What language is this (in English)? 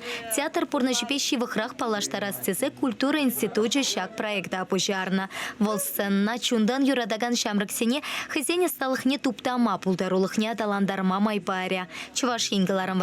Chuvash